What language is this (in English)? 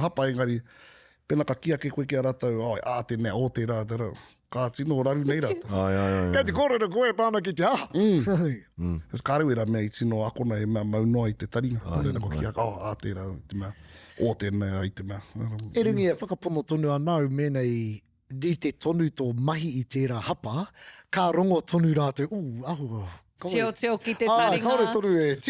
Māori